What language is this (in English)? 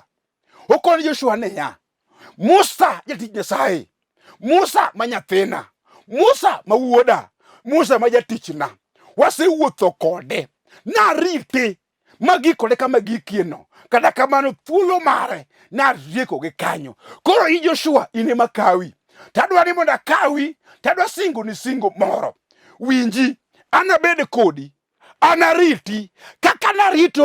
Luo (Kenya and Tanzania)